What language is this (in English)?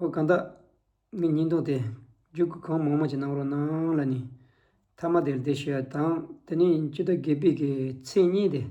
Tibetan